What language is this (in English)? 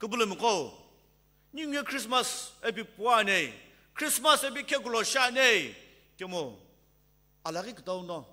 Sumi Naga